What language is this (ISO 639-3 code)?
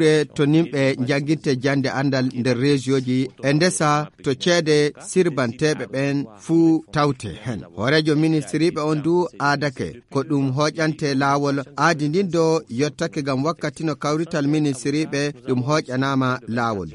ful